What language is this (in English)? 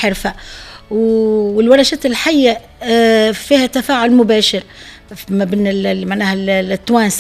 Tunisian Arabic